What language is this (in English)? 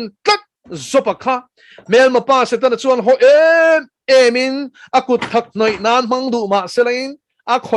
Mizo